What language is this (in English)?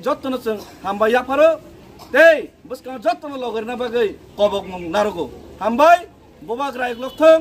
Kok Borok